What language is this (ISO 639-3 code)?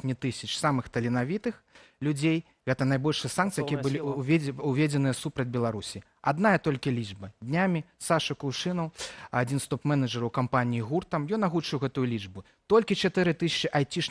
bel